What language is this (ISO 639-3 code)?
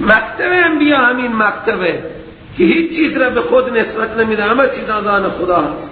fas